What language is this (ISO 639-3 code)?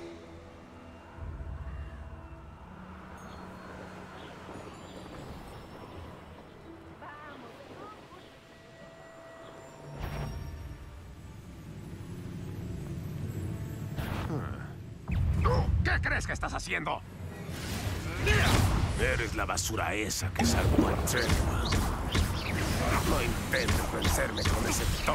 spa